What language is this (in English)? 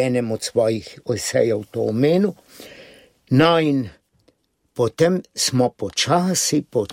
Slovenian